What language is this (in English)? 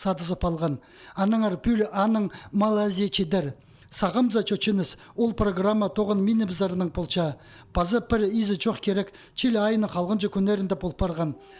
Khakas